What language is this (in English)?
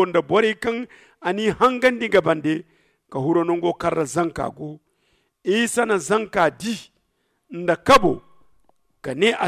Zarma